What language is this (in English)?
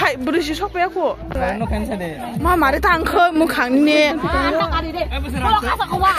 Kok Borok